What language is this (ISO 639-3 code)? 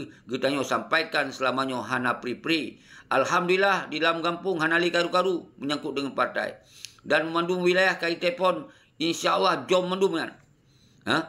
ace